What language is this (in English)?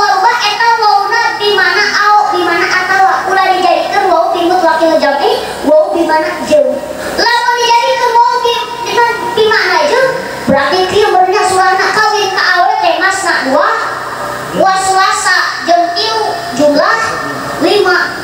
Sundanese